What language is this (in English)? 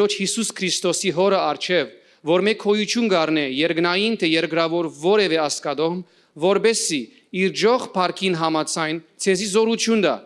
Western Armenian